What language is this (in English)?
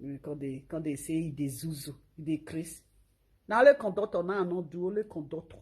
Nigerian Pidgin